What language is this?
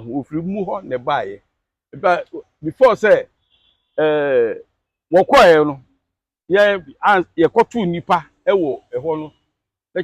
Akan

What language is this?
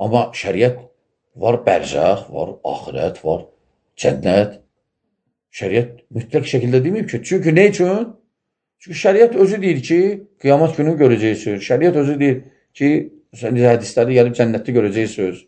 Azerbaijani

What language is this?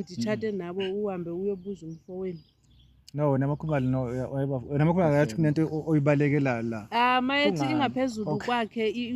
Zulu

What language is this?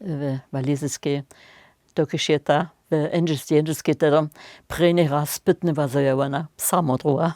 Upper Sorbian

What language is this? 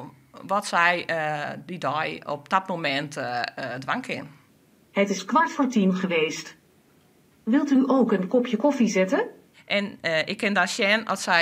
Western Frisian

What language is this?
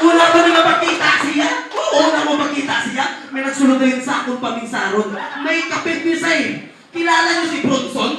Hiligaynon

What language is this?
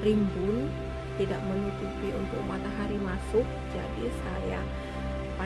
Indonesian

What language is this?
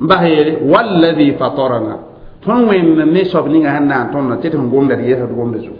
Mossi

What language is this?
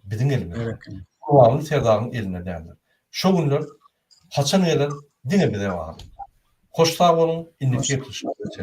Turkmen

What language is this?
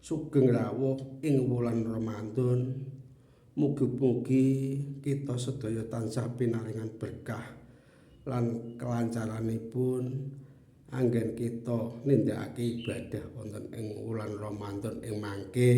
Javanese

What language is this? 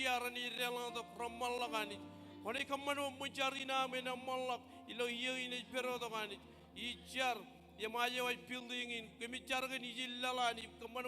Marshallese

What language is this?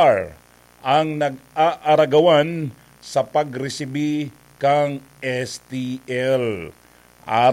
Bikol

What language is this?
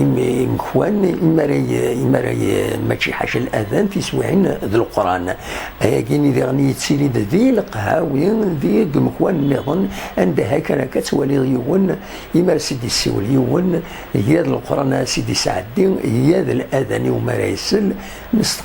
Kabyle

